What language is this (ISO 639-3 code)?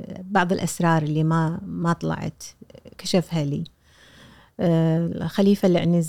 afb